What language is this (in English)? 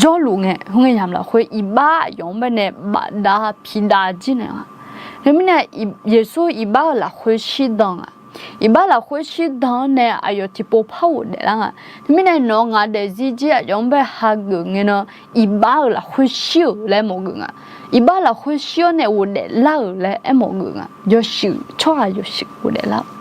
Akha